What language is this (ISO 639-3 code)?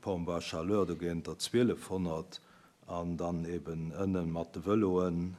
ltz